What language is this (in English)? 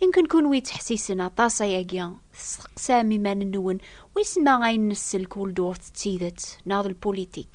Kabyle